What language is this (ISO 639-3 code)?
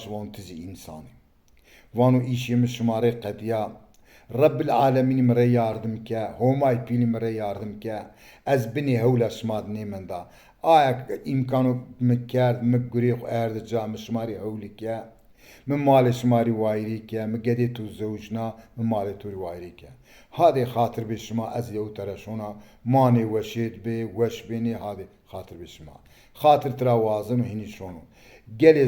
zza